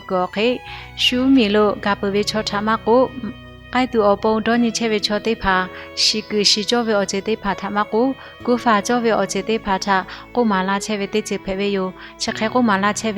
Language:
Lahu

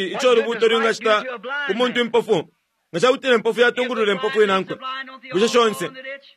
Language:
Bemba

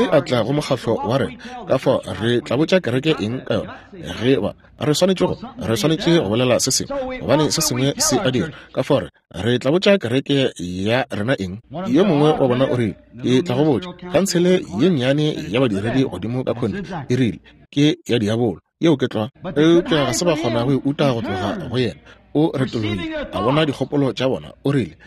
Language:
Northern Sotho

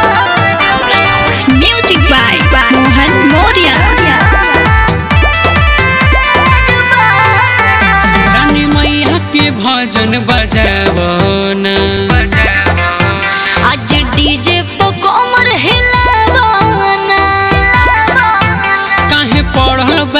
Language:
Bhojpuri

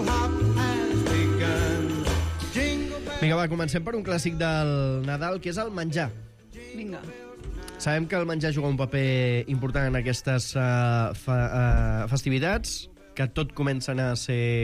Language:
Catalan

